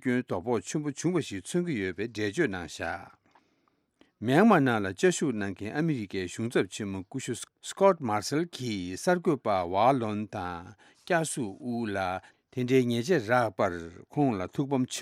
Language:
Tibetan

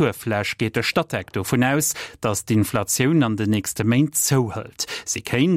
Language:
Luxembourgish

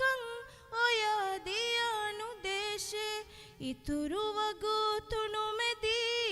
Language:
Divehi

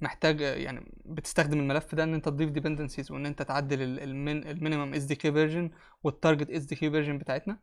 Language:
Egyptian Arabic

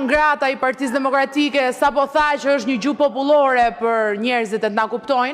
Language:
Albanian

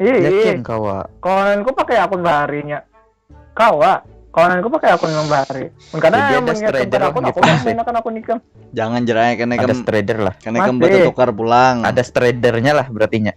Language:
Banjar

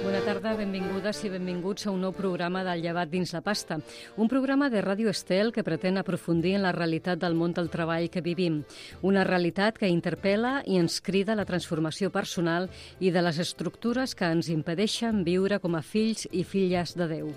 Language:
Catalan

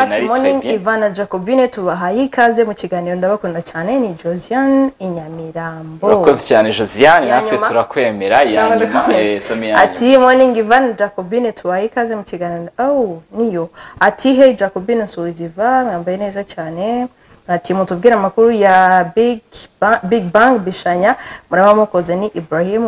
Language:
Kinyarwanda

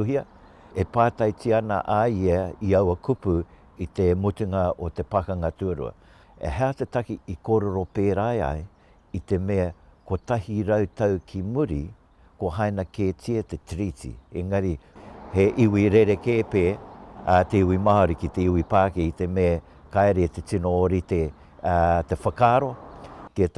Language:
Māori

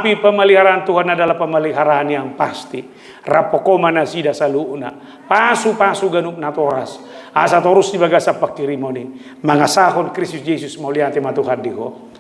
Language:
Batak Toba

